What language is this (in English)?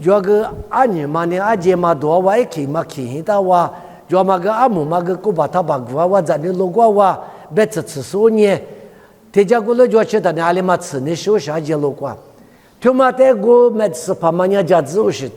Lisu